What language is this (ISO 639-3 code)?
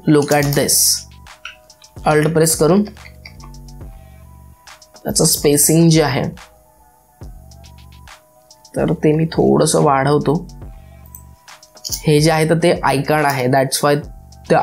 mar